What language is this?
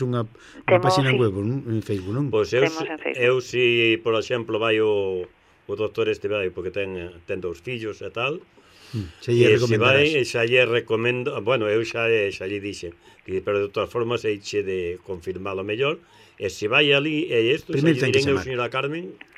Galician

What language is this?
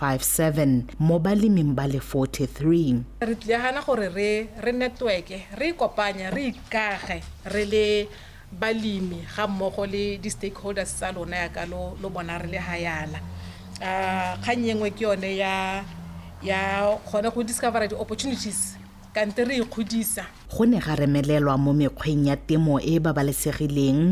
Tswana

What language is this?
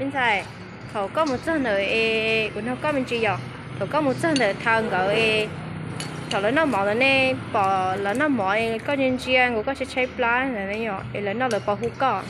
Hmong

